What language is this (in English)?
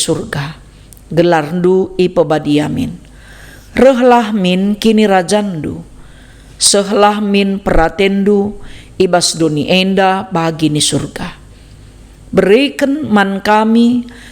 Batak Karo